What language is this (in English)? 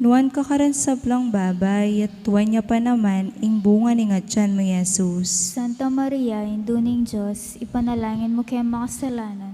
Pampanga